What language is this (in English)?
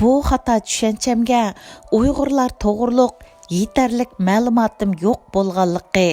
Uyghur